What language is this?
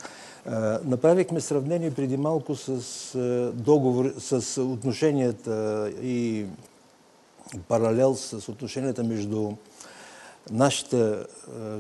Bulgarian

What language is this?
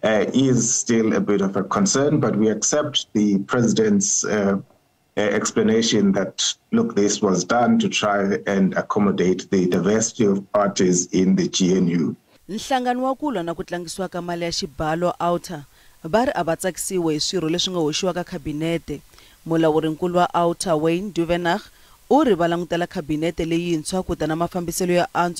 Tsonga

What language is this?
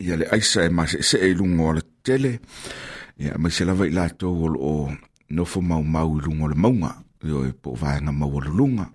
Samoan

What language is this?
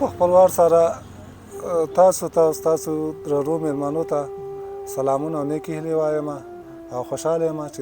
Pashto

